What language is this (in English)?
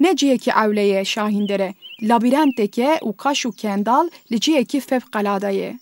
Kurdish